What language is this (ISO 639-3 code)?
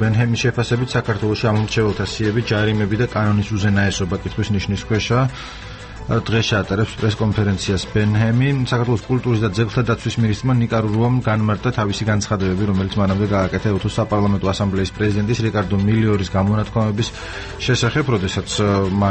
kat